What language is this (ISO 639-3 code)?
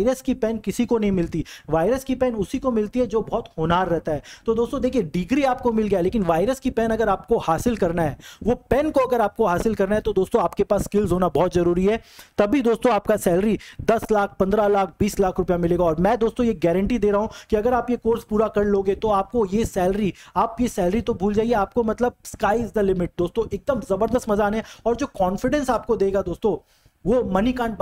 hin